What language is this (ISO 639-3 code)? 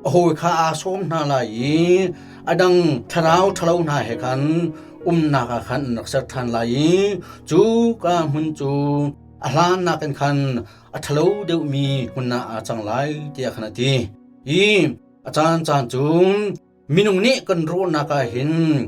cnh